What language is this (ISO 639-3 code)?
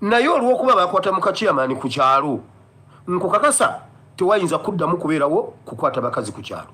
lug